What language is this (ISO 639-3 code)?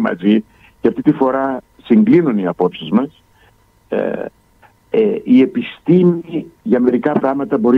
ell